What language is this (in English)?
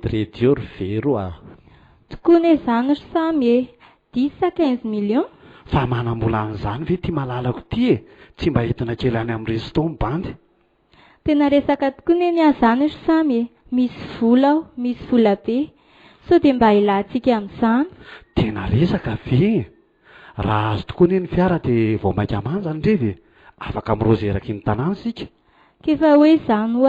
Malagasy